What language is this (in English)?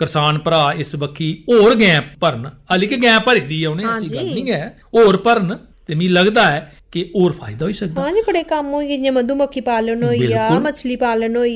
Dogri